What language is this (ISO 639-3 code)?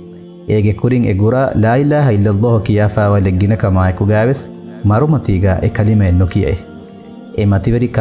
div